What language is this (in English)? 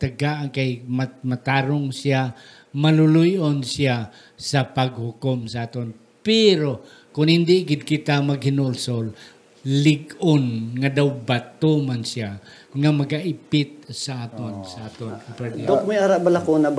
Hiligaynon